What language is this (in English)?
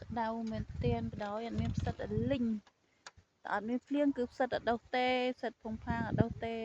Khmer